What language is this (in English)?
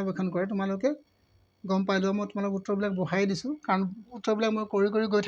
Assamese